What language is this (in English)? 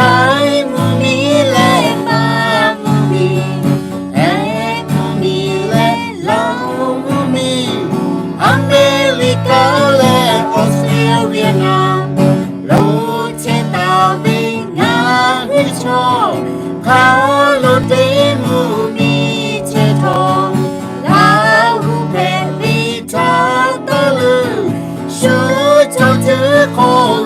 Lahu